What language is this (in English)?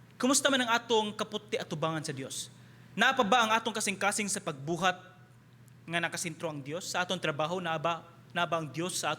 Cebuano